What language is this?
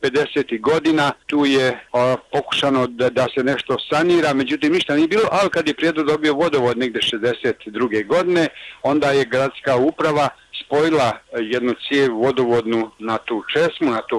Bosnian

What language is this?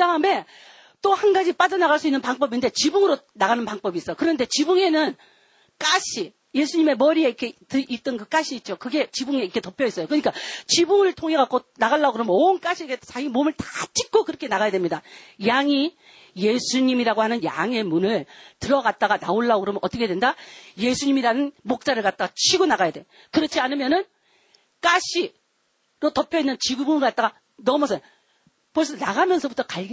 Korean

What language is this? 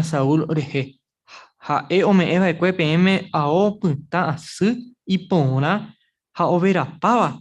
Guarani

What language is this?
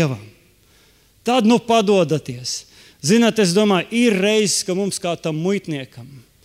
Latvian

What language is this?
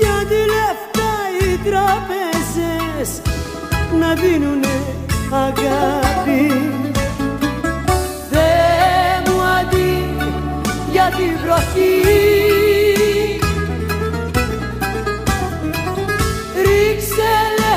Greek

